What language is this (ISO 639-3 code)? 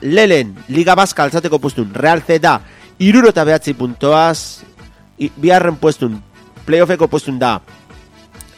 eus